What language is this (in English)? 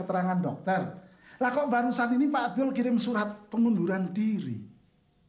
Betawi